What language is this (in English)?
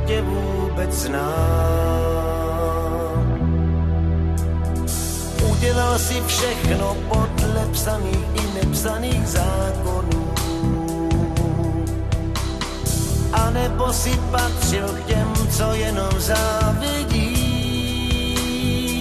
Czech